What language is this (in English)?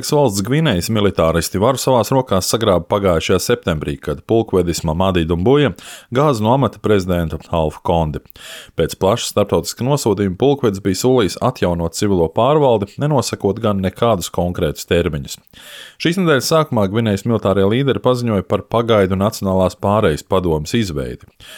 Latvian